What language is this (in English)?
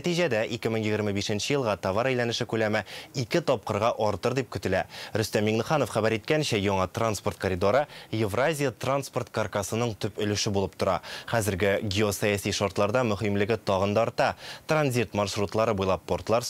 Tatar